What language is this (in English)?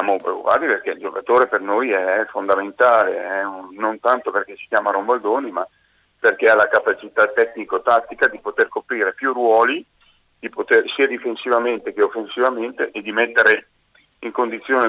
Italian